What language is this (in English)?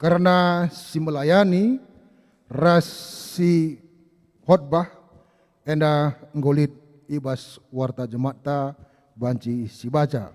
Batak Karo